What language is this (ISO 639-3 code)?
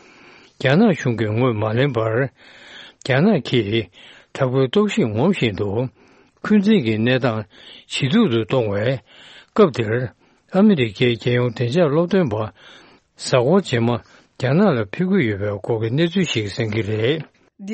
bod